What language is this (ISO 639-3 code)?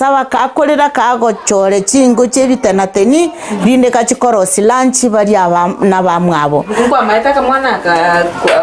guz